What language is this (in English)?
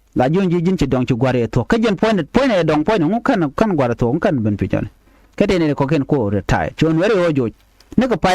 Nuer